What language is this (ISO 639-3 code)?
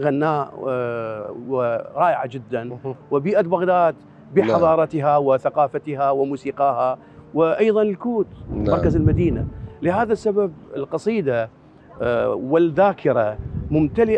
acm